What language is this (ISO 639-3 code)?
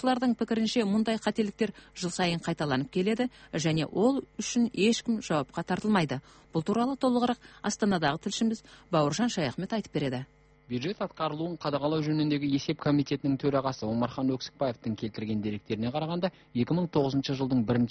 kaz